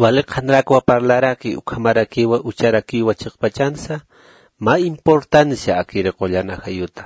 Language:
Aymara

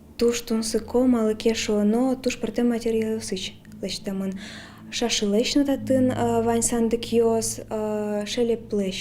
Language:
Udmurt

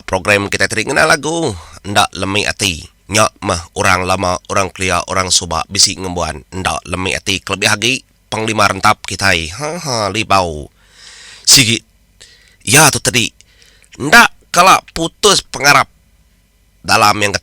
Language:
Iban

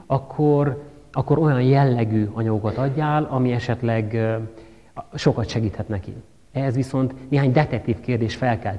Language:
Hungarian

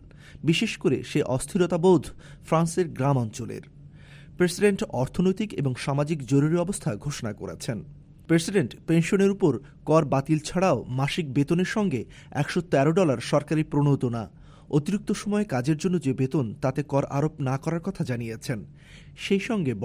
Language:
Bangla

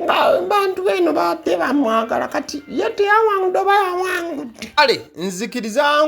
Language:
Ganda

